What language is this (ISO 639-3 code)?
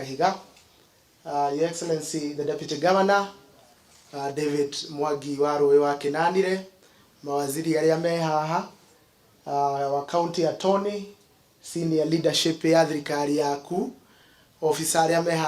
kik